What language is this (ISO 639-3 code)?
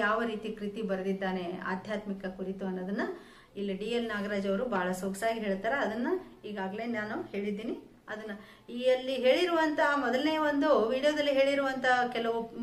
kan